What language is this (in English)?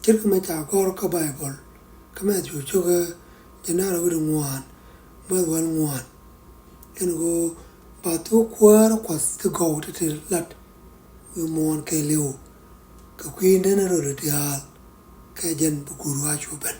Nuer